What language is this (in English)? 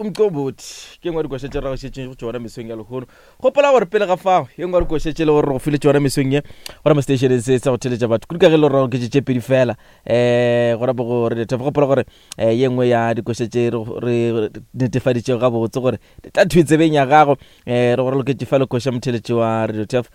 Northern Sotho